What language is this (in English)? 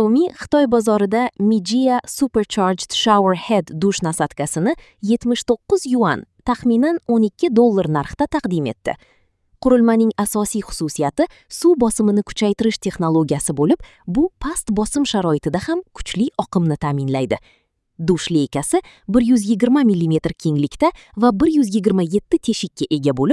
Uzbek